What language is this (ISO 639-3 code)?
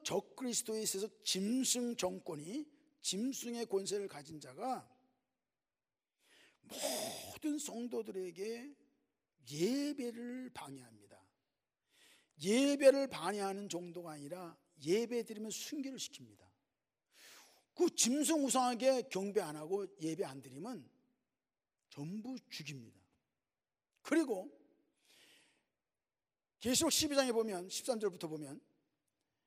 kor